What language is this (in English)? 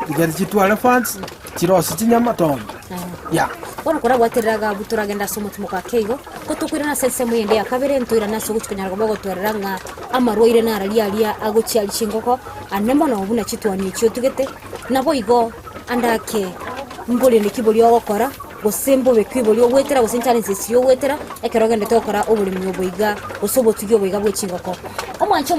Gusii